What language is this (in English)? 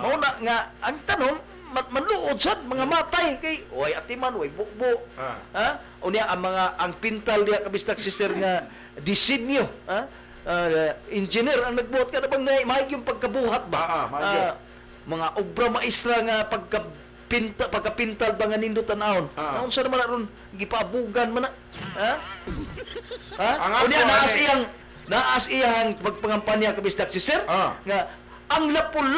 Cebuano